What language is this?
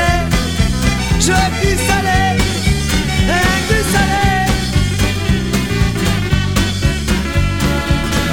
French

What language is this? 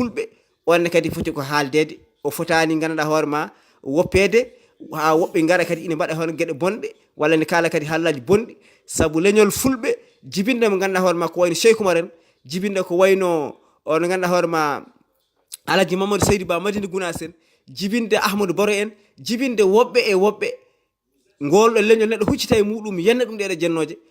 Fula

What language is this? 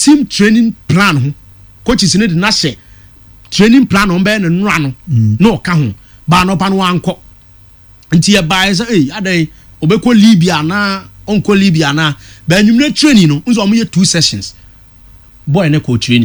Akan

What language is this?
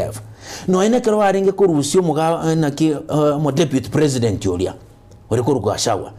Gusii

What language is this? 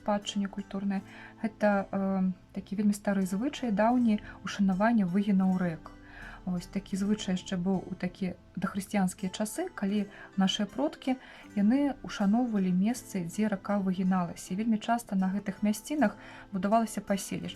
Belarusian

